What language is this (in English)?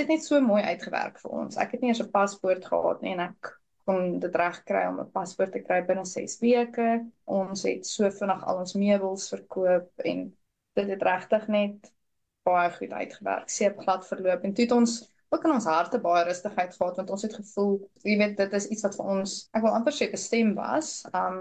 Afrikaans